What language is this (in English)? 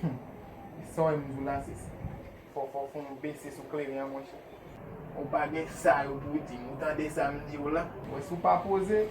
Haitian Creole